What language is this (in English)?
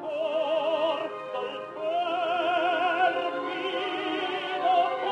Italian